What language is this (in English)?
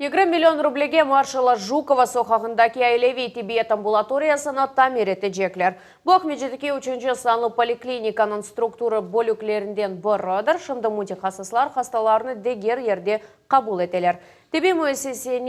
Crimean Tatar